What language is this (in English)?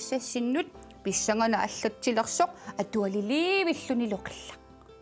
Kalaallisut